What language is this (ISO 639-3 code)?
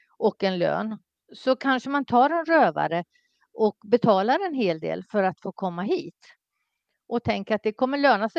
swe